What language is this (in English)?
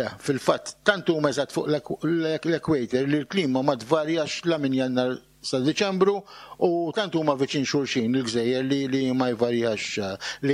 Maltese